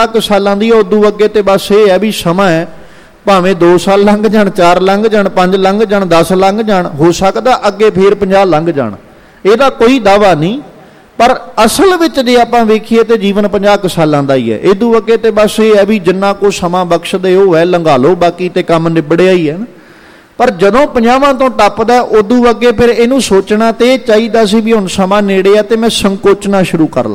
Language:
Punjabi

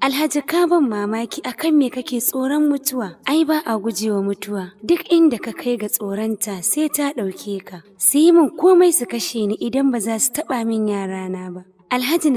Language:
Hausa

